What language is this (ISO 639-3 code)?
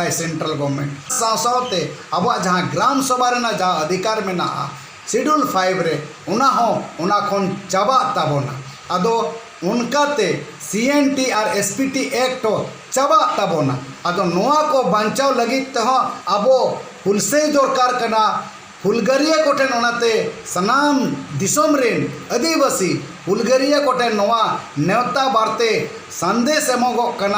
sat